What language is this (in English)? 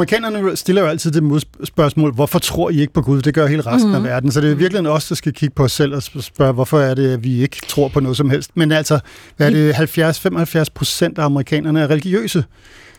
Danish